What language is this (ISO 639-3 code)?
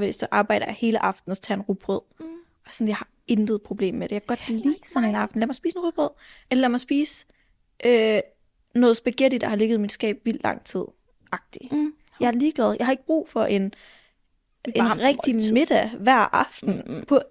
dan